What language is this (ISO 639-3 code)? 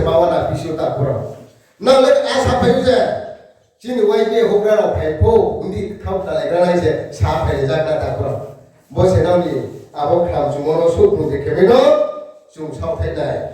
ria